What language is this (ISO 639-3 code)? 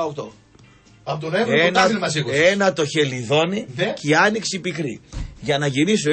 ell